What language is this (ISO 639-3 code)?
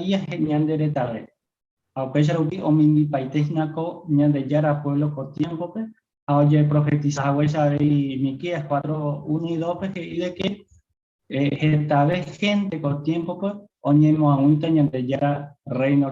grn